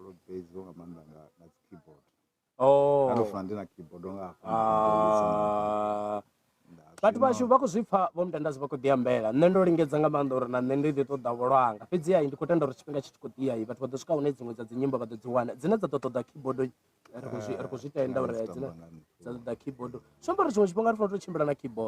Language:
Venda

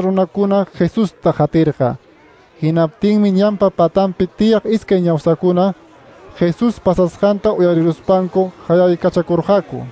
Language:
Quechua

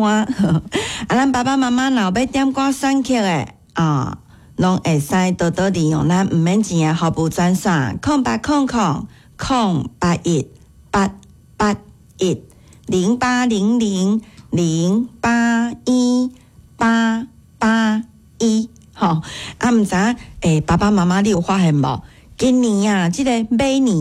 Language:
Min Nan Chinese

